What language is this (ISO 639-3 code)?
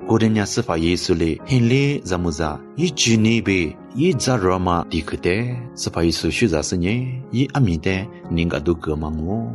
lis